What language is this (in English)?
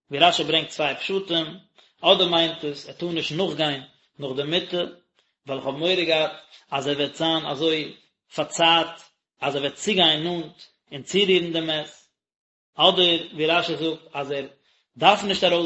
Yiddish